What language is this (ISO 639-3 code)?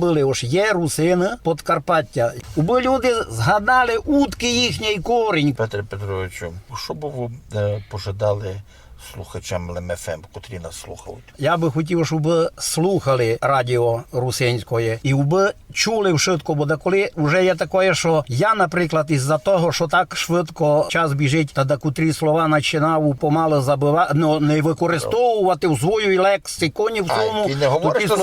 rue